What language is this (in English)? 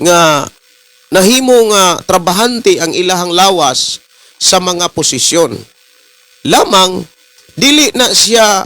Cebuano